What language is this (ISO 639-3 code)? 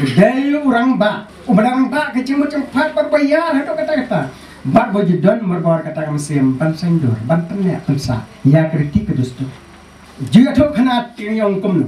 kha